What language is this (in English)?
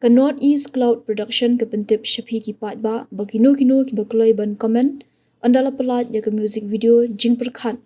Khasi